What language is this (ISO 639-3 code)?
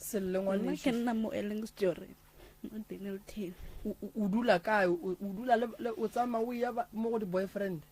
nso